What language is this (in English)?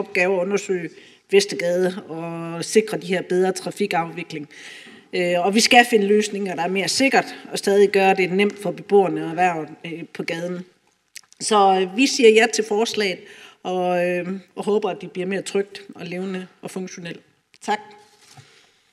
Danish